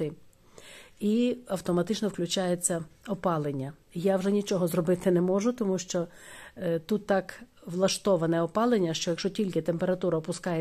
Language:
Ukrainian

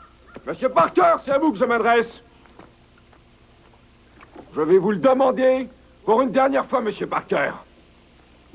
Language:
French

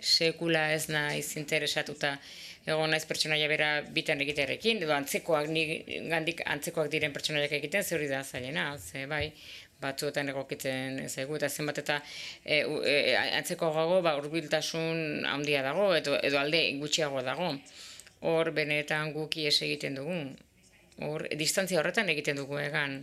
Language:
Basque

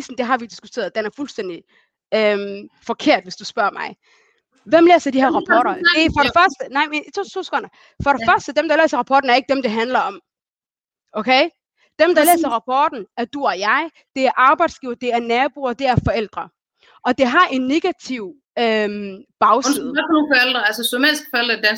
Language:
Danish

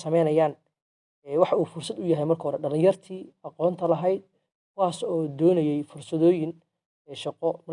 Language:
Somali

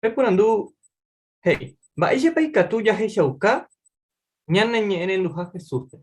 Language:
Guarani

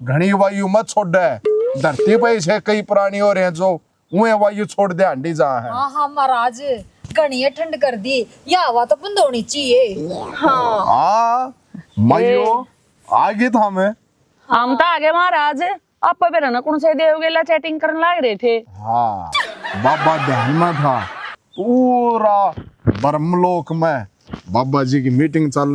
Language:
Haryanvi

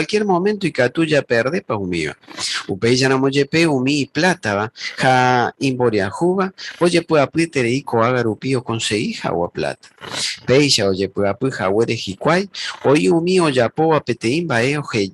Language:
Guarani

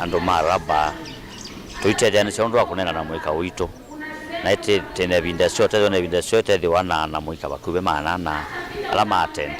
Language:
Kamba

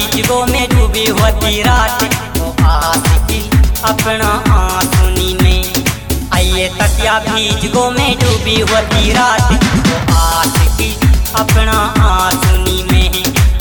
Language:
Bhojpuri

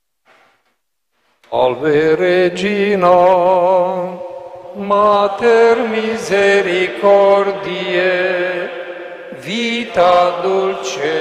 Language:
Romanian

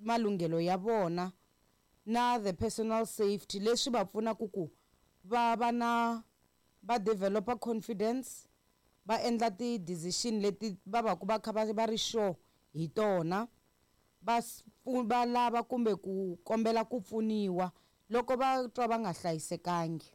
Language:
Tsonga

